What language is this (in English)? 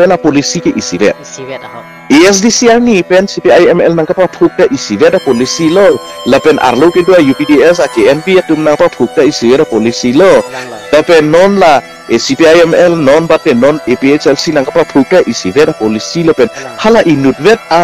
Karbi